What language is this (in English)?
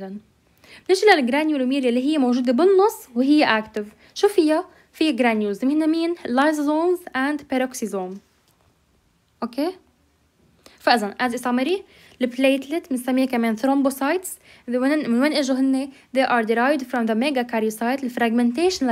North Levantine Arabic